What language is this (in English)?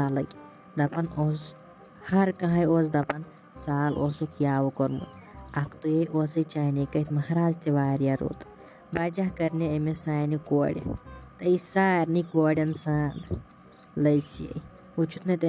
Kashmiri